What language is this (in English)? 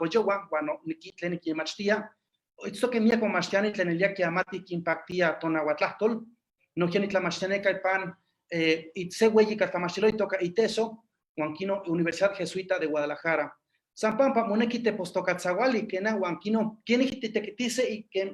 Eastern Huasteca Nahuatl